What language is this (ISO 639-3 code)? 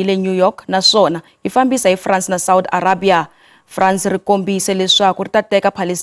tso